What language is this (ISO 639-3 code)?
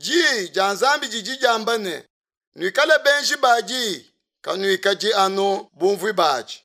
lua